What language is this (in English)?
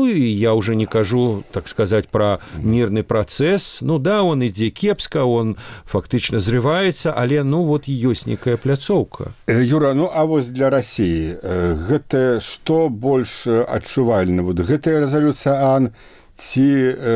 Belarusian